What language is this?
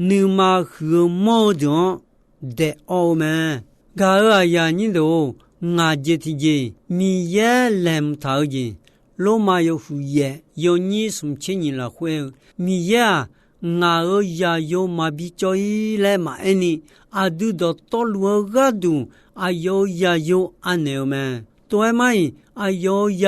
Akha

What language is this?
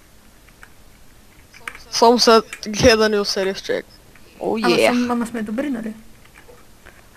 Bulgarian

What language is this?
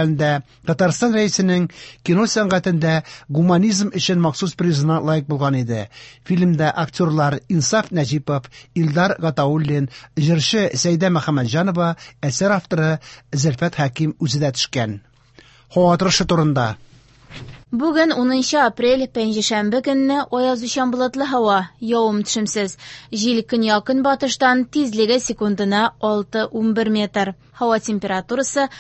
Tatar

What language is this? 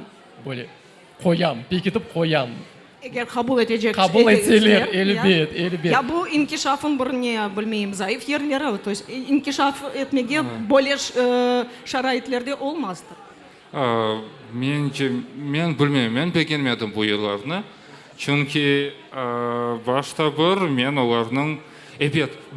Crimean Tatar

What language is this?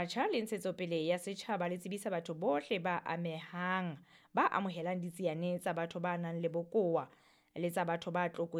Southern Sotho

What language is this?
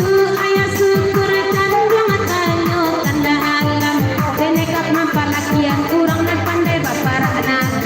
Minangkabau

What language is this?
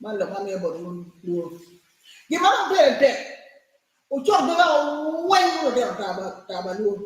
Acoli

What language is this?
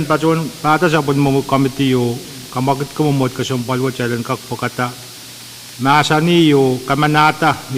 Pohnpeian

